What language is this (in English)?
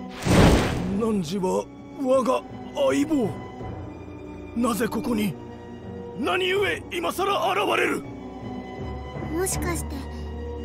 Japanese